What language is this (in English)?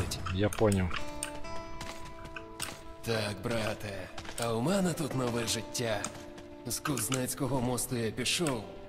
Ukrainian